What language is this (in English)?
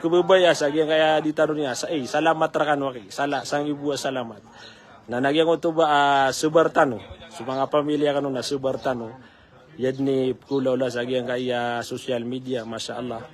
Maranao